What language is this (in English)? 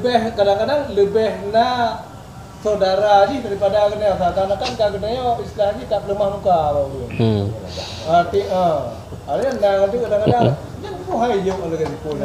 Achinese